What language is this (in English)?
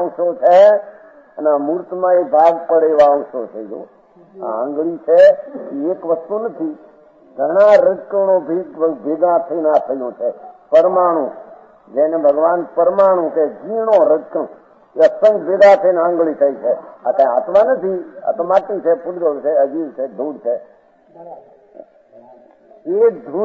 Gujarati